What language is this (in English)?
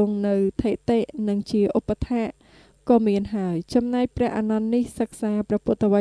Khmer